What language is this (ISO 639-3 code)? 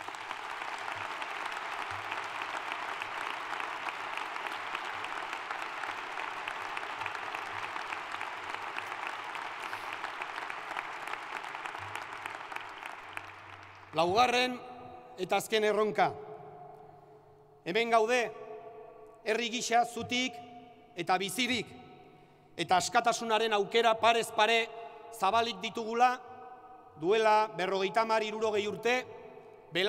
eus